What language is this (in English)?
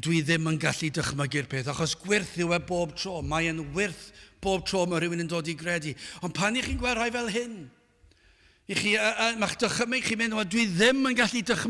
Welsh